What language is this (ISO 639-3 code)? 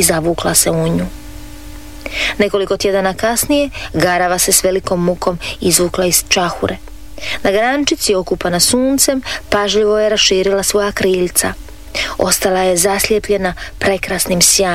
hrv